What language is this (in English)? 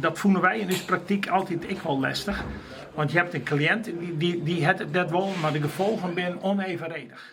Western Frisian